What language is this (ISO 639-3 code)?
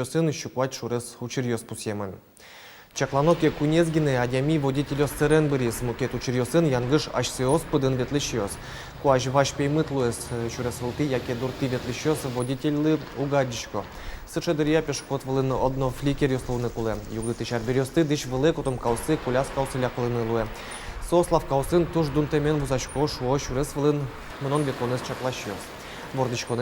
udm